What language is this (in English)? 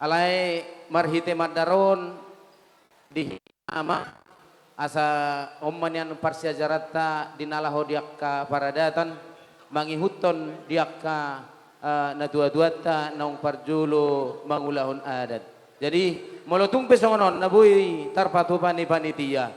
Batak Toba